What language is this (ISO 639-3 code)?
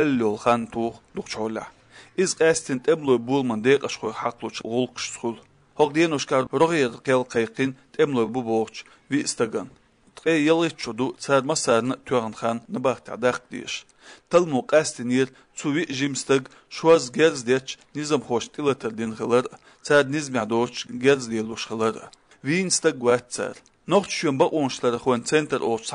che